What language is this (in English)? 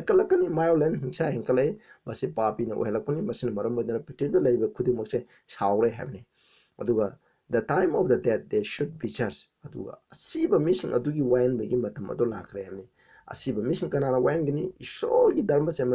Manipuri